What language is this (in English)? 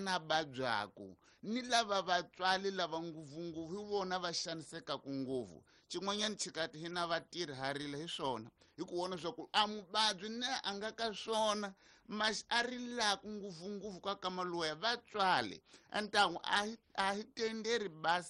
Tsonga